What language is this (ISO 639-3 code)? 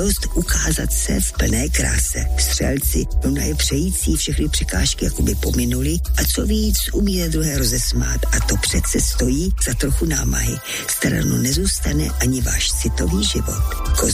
ces